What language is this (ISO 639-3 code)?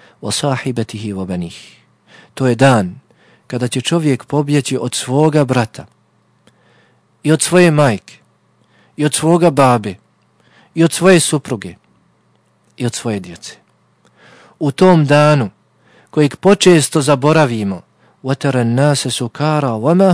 bos